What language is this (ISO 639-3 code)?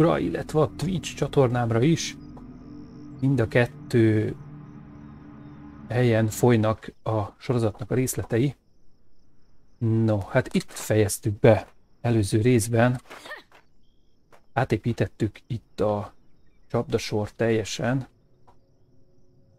hun